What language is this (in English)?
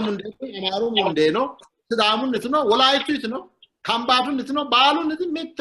Sidamo